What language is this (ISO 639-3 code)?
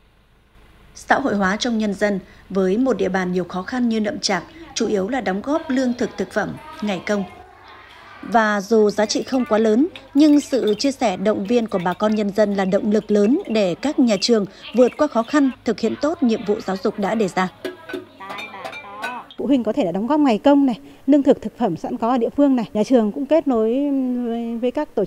vie